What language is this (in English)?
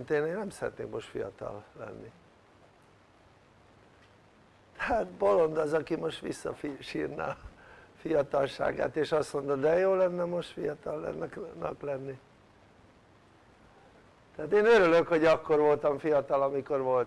Hungarian